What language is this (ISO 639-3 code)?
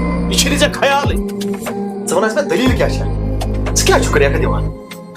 kas